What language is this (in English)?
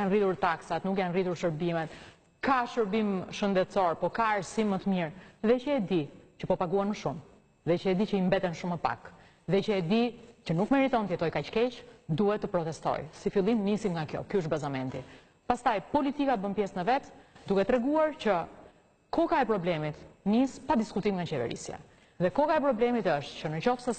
Albanian